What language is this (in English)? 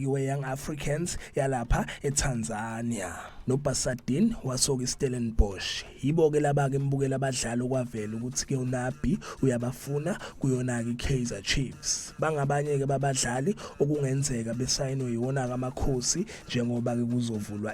Zulu